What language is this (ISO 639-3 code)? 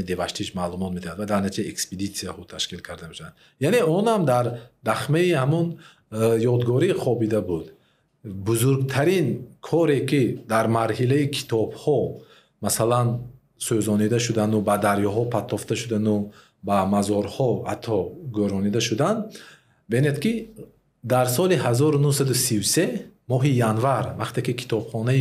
tgk